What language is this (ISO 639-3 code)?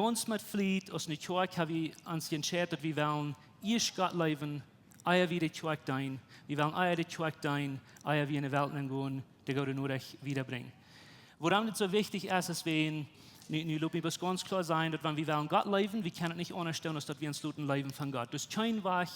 pdt